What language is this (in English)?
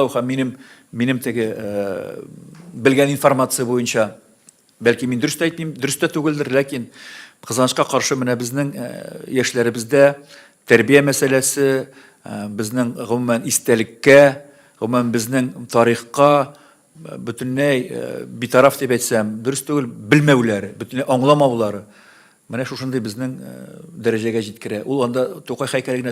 Tatar